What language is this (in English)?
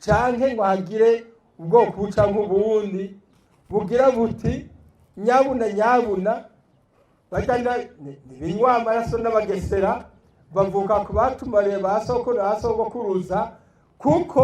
Rundi